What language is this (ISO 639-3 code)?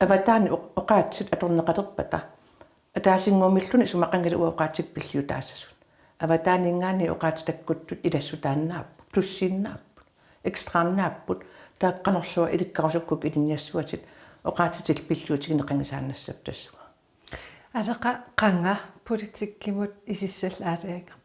kal